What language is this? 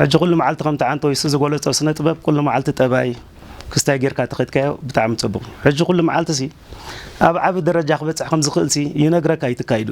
Tigrinya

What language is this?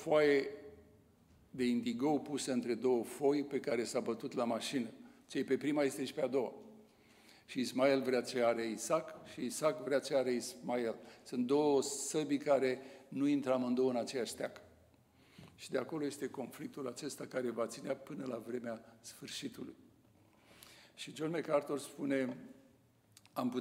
Romanian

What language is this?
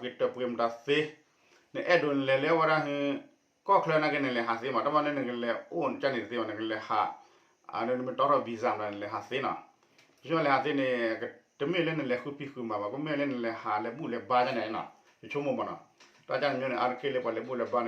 S'gaw Karen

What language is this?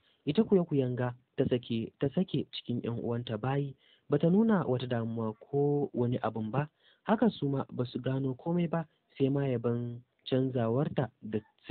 Hausa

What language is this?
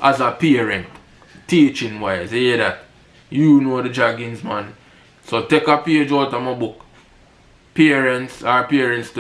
Jamaican Creole English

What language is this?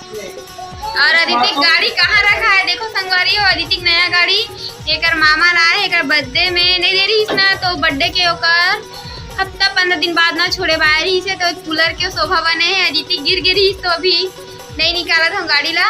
Chhattisgarhi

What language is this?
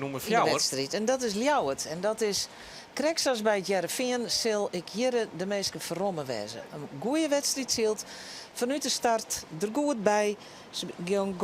Western Frisian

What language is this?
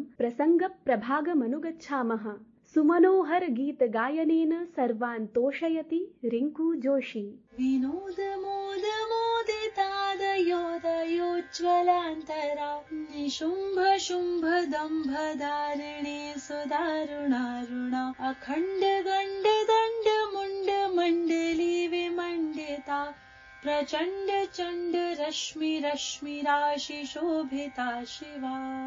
Sanskrit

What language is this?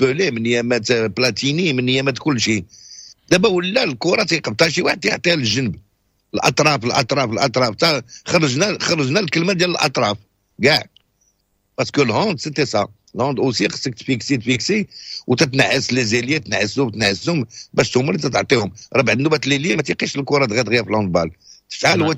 Moroccan Arabic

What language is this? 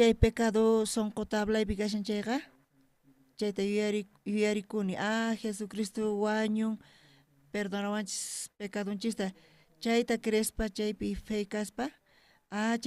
South Bolivian Quechua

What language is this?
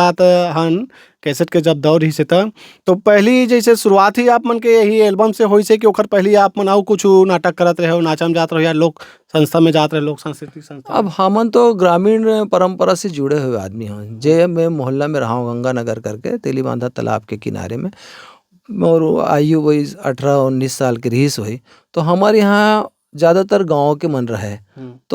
Chhattisgarhi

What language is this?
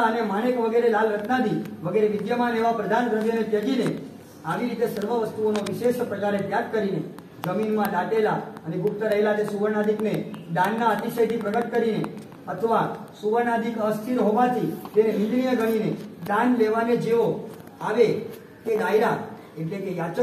Gujarati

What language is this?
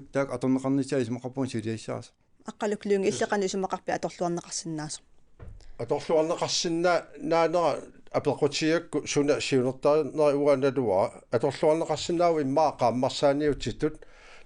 Kalaallisut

